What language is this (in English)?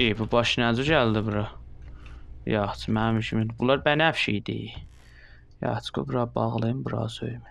South Azerbaijani